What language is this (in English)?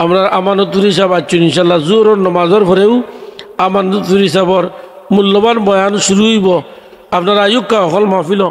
Sylheti